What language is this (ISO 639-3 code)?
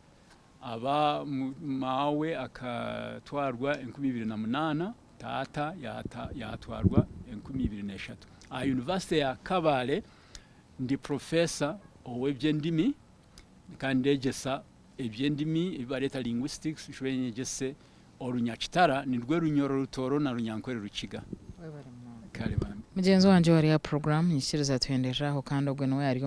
nyn